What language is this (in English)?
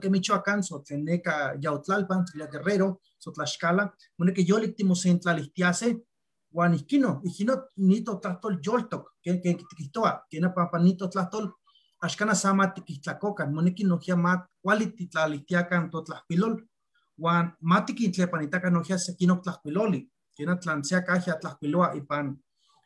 Eastern Huasteca Nahuatl